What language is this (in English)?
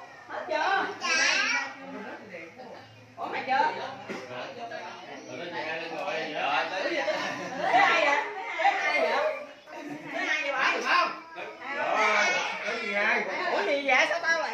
Vietnamese